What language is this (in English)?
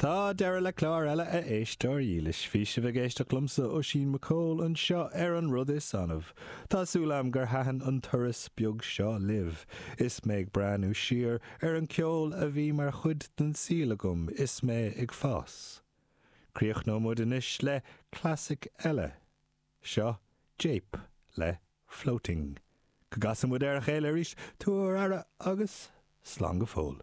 Irish